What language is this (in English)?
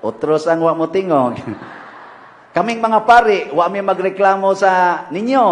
Cebuano